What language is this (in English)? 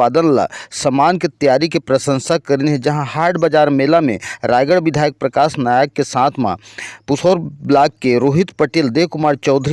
Chhattisgarhi